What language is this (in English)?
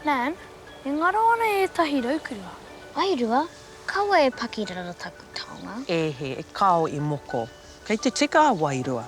Māori